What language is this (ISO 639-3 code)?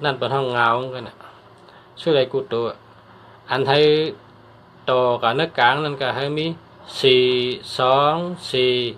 shn